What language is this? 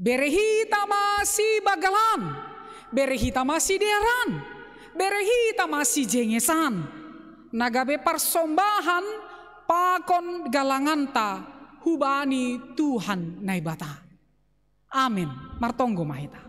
Batak Simalungun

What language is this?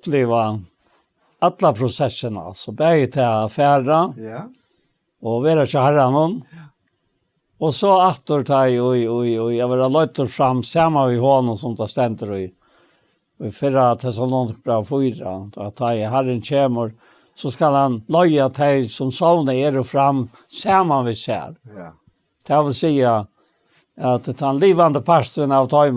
Faroese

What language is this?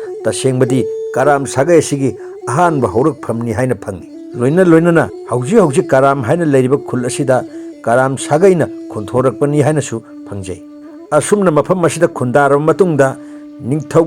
Manipuri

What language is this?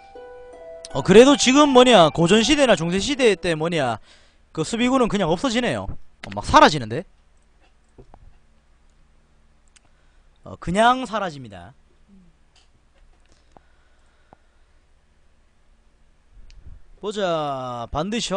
Korean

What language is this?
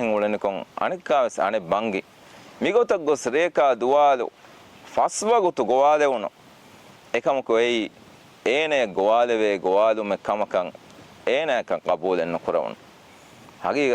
Divehi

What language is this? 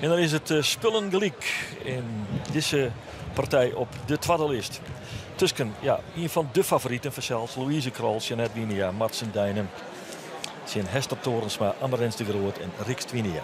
Western Frisian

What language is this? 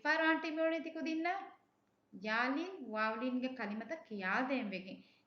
Divehi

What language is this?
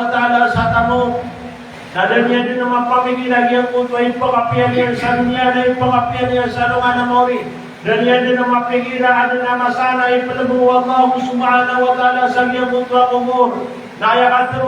Maranao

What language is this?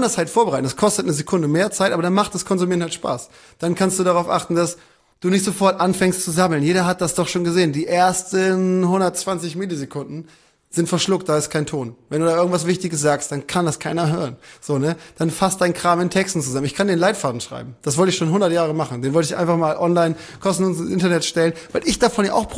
German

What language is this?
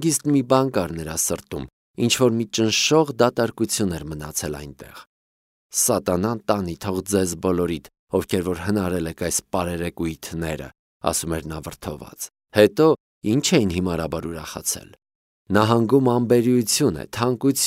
Armenian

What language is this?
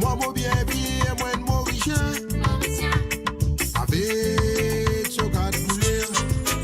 Morisyen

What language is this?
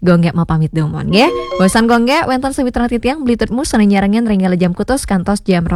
Balinese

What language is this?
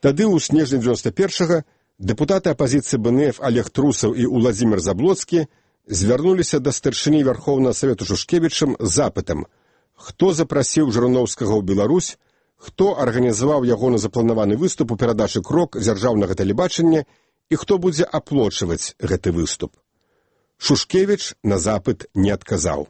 Belarusian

